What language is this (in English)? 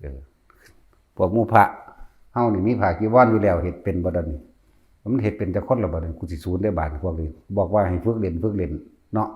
Northeastern Thai